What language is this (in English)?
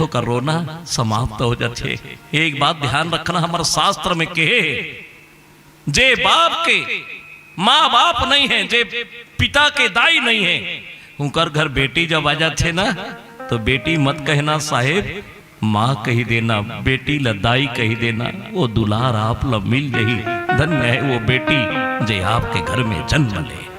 Chhattisgarhi